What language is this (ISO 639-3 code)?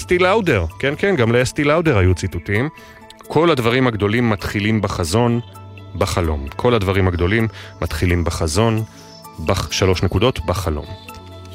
heb